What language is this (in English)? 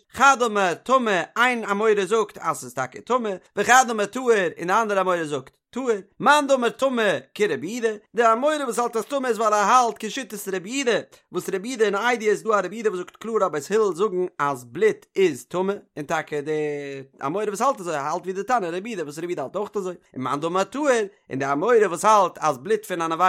Yiddish